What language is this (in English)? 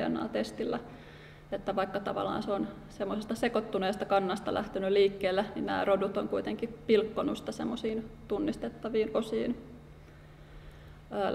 Finnish